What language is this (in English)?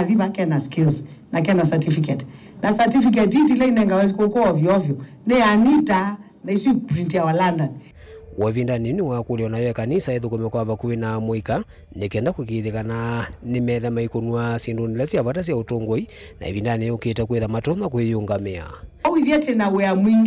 Kamba